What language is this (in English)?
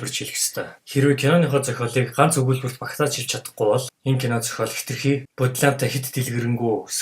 Mongolian